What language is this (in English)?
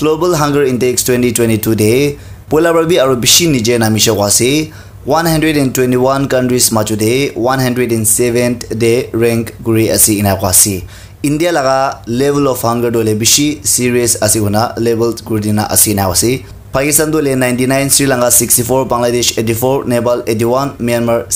Naga Pidgin